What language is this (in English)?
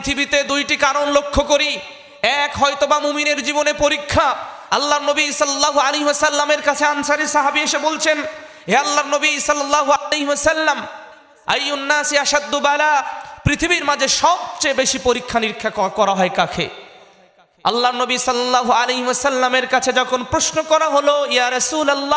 Bangla